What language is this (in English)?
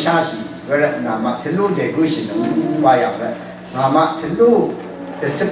Rawang